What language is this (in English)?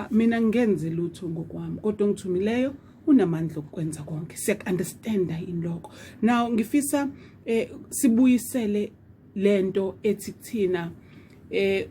Zulu